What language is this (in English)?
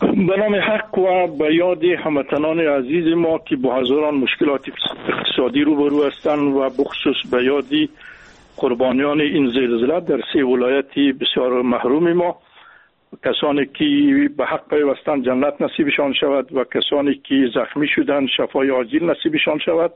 Persian